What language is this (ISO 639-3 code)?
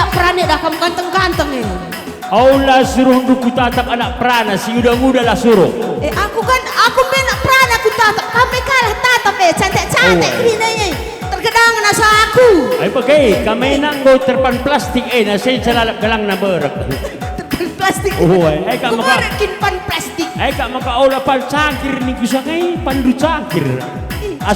btx